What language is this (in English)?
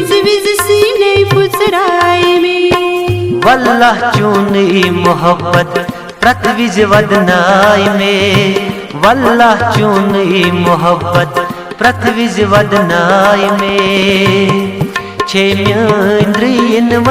Kashmiri